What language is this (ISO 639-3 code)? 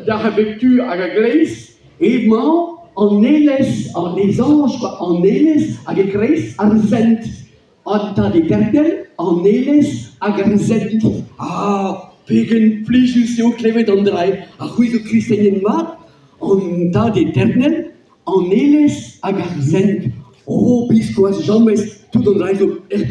bre